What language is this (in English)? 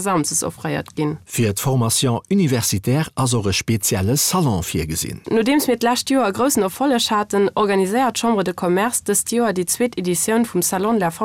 Luxembourgish